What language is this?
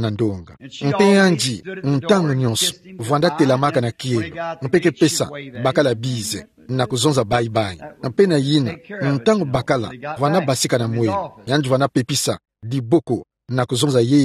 Kituba (Democratic Republic of Congo)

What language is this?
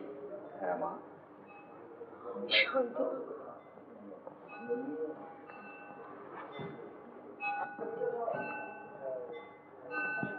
Bangla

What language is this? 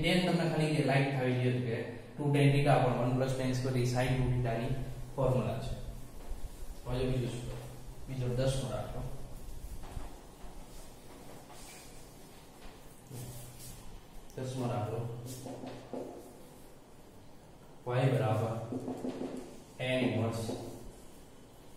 Gujarati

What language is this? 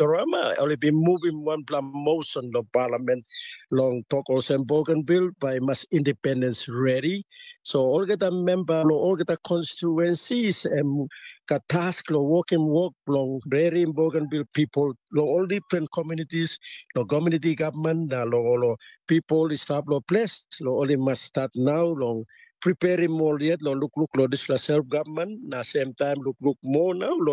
Tok Pisin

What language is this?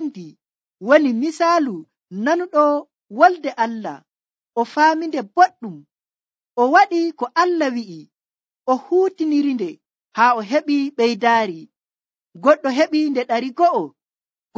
Nigerian Fulfulde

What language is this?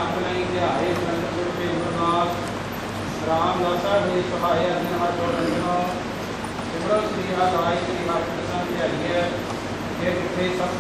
Punjabi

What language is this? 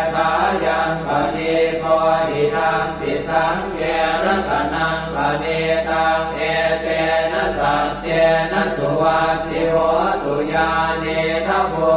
Pali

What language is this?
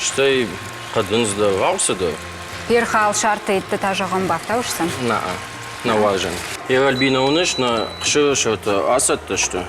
Ossetic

